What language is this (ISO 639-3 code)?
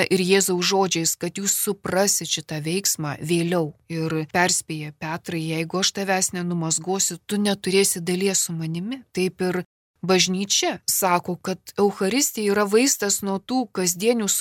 lit